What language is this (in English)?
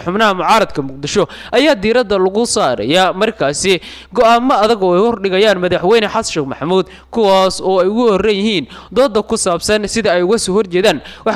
Somali